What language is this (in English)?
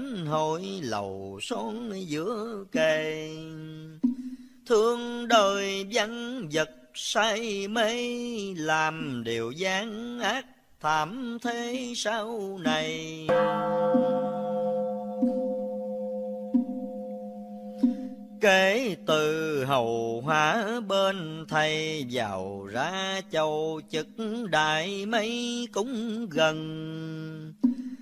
Vietnamese